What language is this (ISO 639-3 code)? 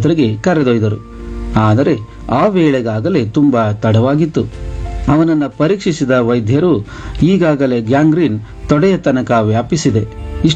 kan